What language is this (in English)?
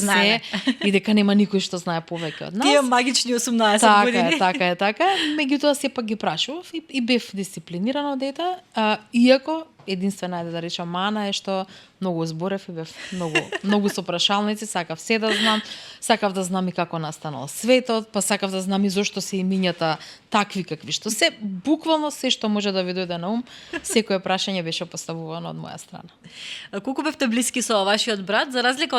Macedonian